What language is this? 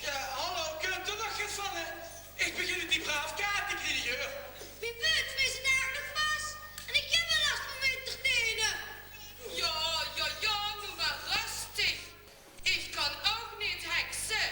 Limburgish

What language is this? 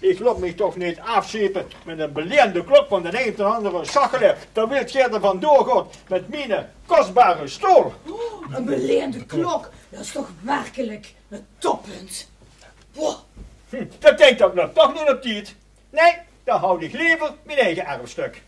Limburgish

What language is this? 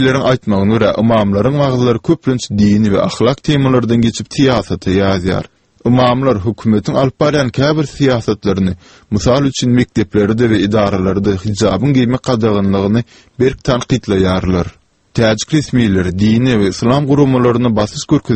Turkmen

